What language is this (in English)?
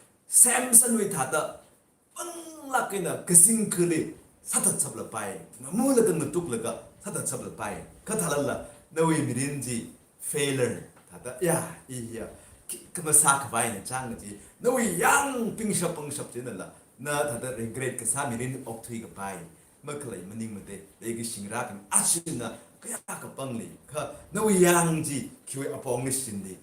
Tangkhul Naga (India)